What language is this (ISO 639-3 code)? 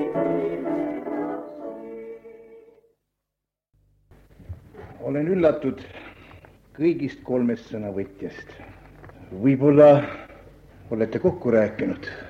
est